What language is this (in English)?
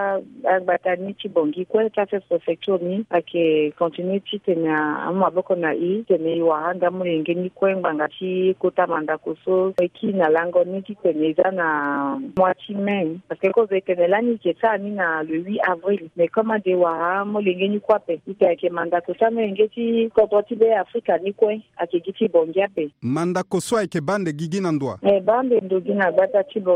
Sango